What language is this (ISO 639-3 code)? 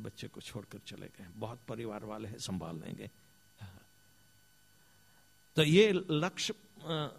hin